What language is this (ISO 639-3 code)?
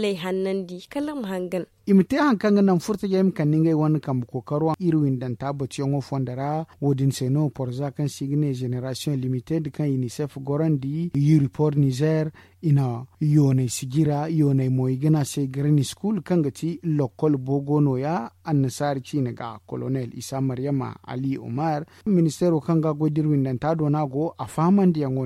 dje